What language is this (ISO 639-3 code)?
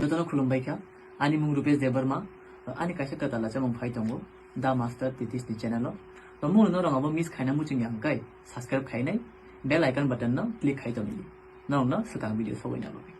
trp